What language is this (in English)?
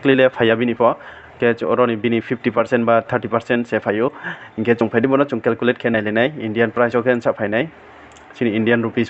Riang (India)